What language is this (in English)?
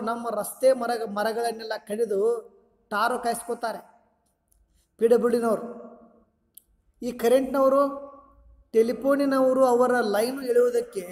Kannada